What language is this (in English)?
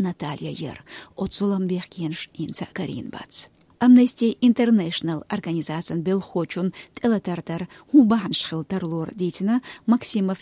Chechen